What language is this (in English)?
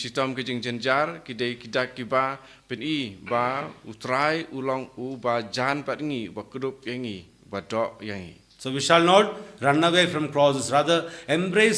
Khasi